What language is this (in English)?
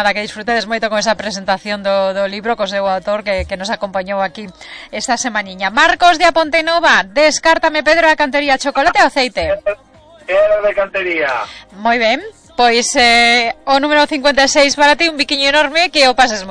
Galician